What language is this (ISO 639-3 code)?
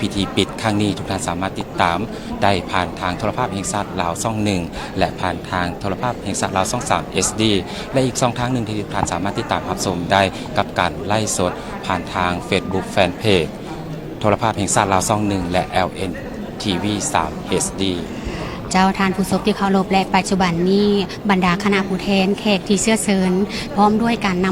lao